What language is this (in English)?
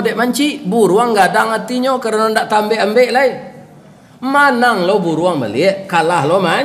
Minangkabau